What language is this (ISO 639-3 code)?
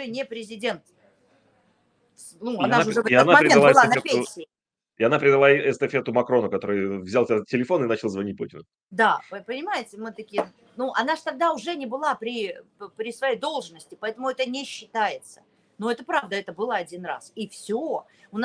rus